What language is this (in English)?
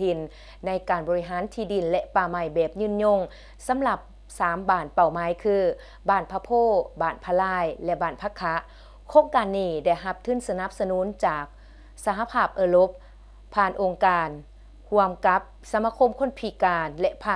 Lao